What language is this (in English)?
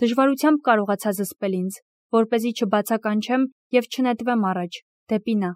Armenian